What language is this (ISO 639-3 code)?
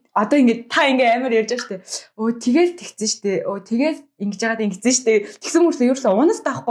mon